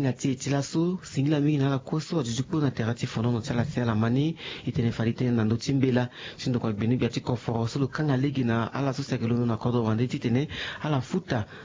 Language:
Sango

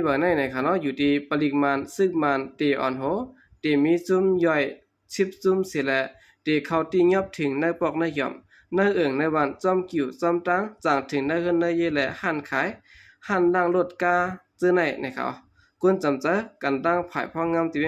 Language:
Shan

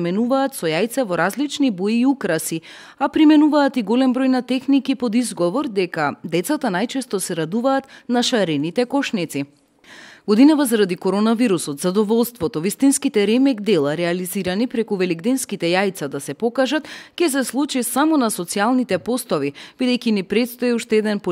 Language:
Macedonian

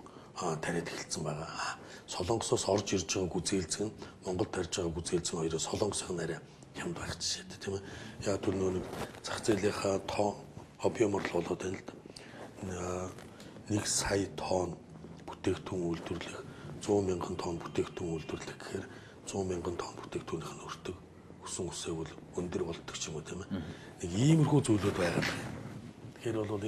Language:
Mongolian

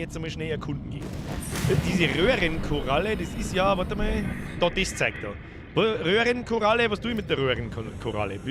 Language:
Bavarian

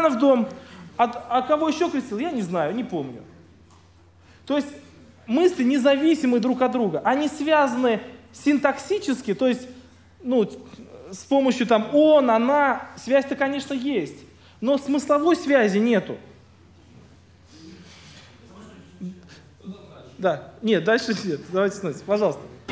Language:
Russian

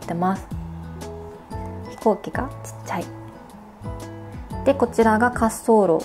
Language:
Japanese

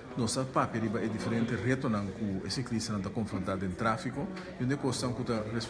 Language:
Papiamento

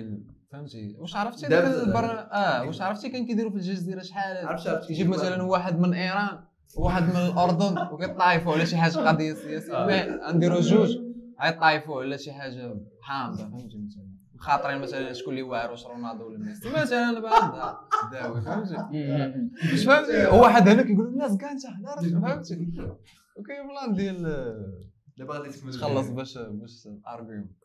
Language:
Moroccan Arabic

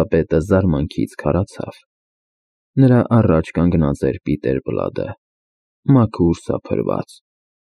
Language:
Armenian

